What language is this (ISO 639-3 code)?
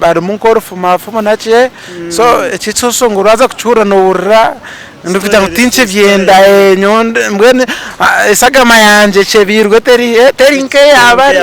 nyn